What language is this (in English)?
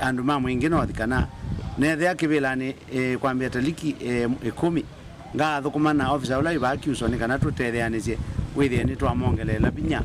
Kamba